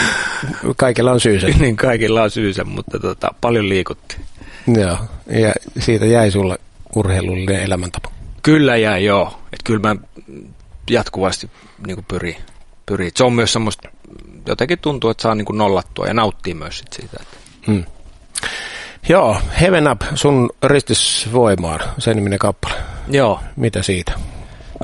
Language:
Finnish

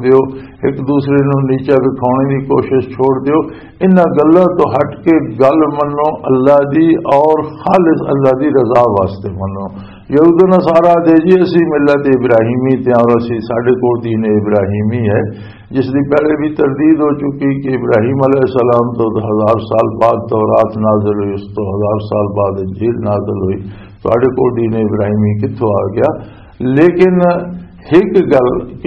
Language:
Western Panjabi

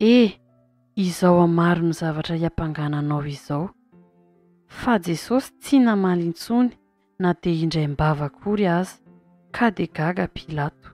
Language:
Malagasy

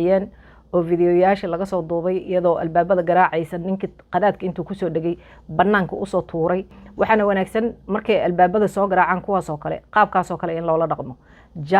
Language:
Somali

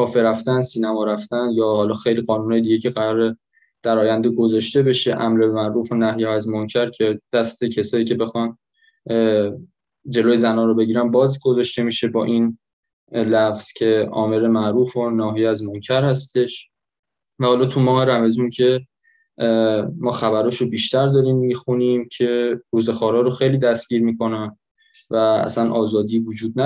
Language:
Persian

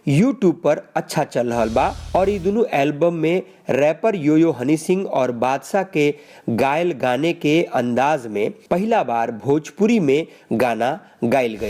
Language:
Bhojpuri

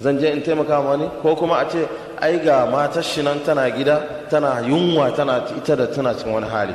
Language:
Hausa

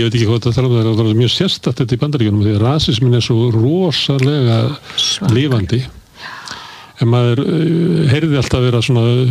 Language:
Icelandic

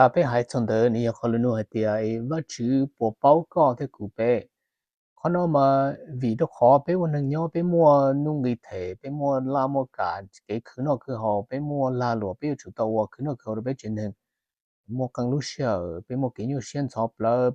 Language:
Hmong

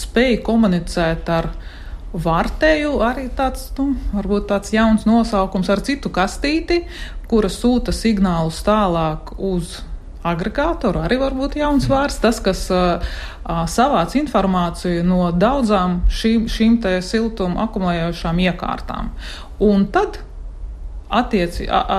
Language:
Latvian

